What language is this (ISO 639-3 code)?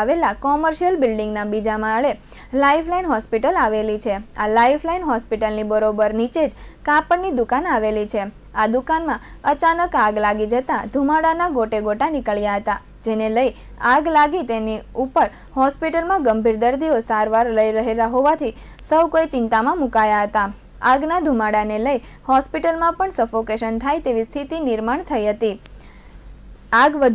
guj